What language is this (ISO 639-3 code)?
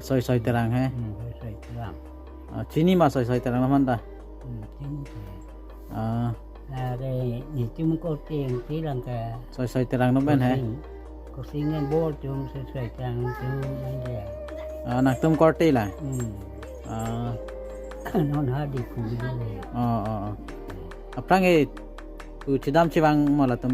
mjw